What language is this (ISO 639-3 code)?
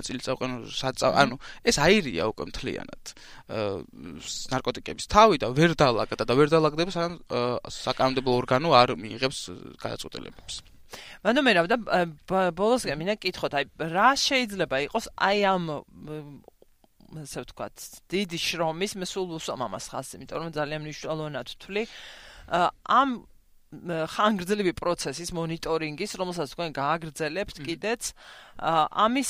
kat